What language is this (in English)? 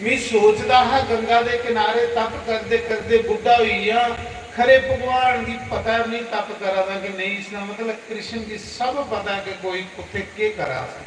Dogri